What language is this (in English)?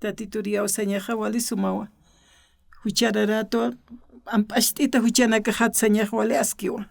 Aymara